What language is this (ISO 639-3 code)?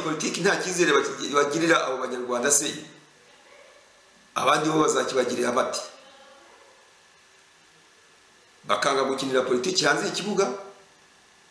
kin